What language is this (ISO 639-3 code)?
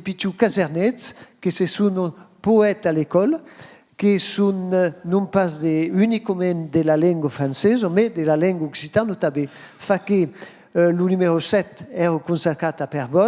oci